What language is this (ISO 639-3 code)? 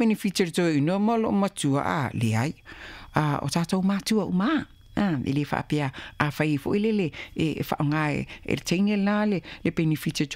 smo